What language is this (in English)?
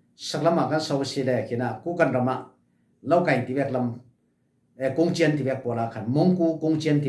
Falam Chin